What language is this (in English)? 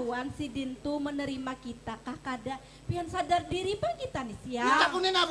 Banjar